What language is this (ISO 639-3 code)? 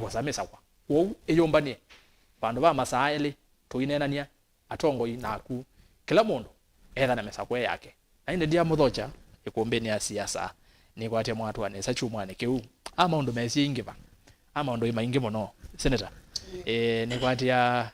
kam